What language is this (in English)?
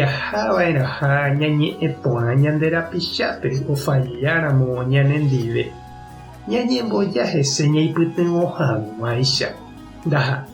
Guarani